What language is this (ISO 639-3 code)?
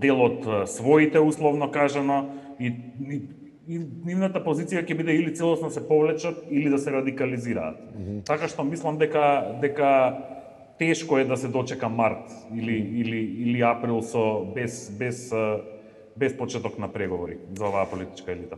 mkd